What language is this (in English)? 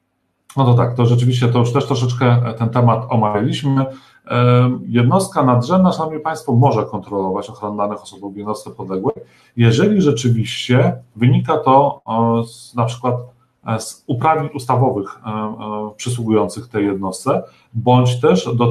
Polish